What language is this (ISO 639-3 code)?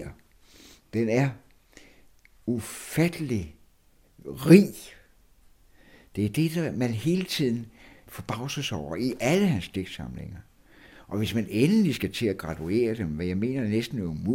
dan